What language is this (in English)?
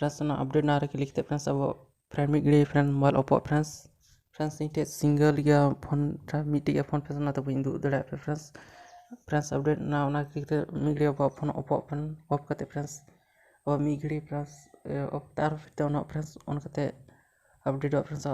Santali